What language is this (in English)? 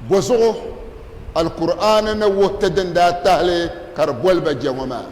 Dagbani